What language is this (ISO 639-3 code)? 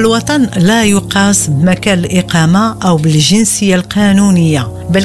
ara